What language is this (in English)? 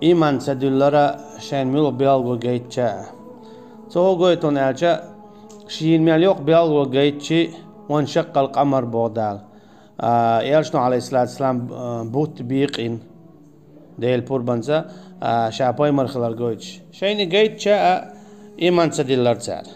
Chechen